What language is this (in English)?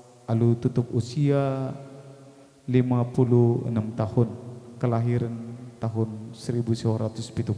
Batak Karo